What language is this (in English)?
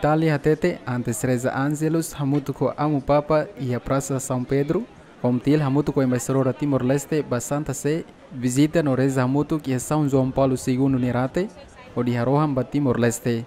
Tetum